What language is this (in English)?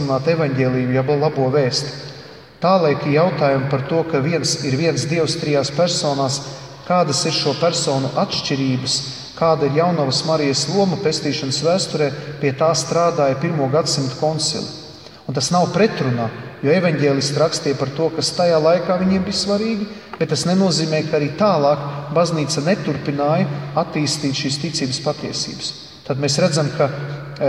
Latvian